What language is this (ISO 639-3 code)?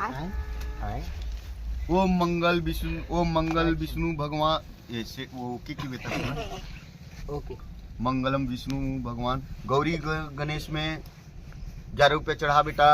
hne